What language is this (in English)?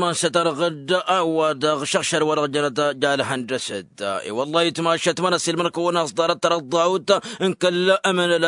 Tamasheq